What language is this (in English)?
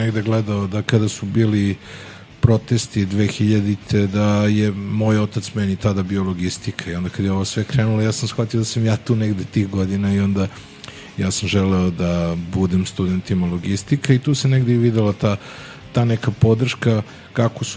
Serbian